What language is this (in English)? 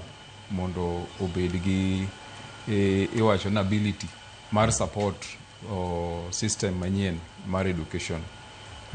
Luo (Kenya and Tanzania)